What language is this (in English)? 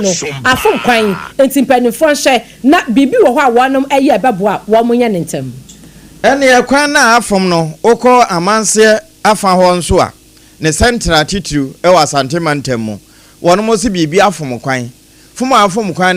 Akan